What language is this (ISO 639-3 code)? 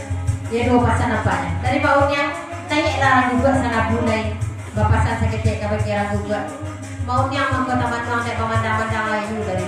min